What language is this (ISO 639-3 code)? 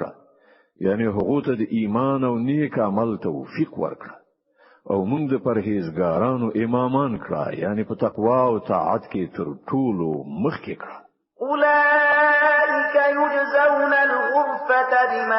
pus